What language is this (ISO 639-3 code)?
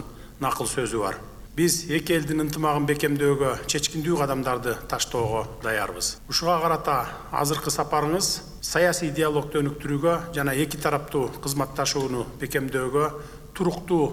kir